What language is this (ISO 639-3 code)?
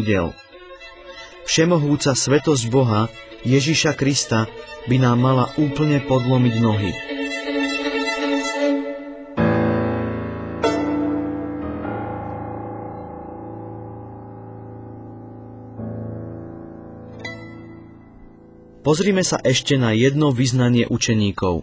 slk